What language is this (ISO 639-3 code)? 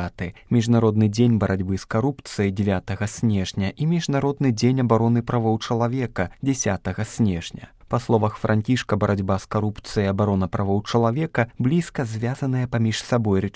bel